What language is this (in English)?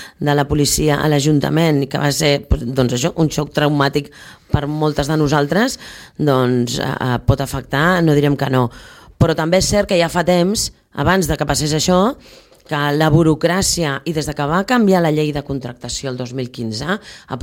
Catalan